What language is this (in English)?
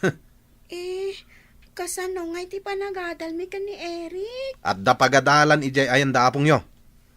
Iloko